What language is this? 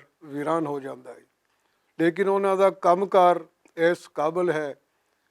Western Panjabi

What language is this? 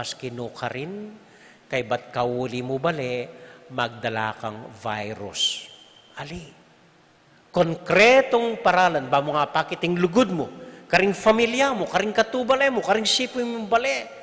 Pampanga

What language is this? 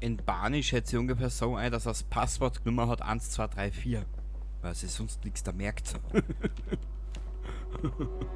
Bavarian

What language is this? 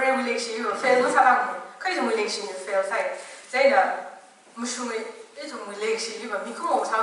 Tangkhul Naga (India)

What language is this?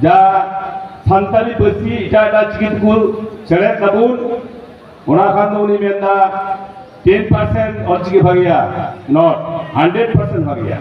Santali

